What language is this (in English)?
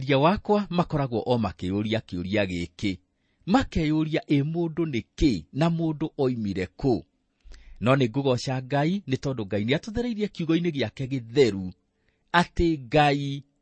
Kikuyu